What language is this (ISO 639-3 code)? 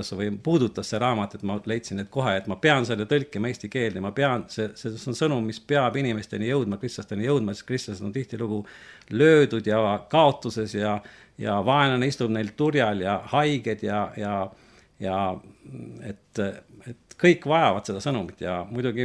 est